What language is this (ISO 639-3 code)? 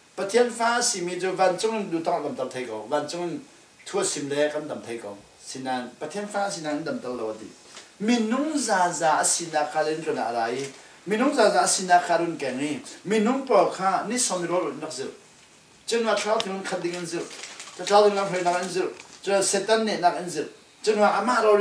cfm